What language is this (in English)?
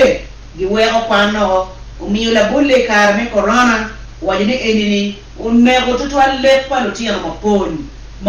Acoli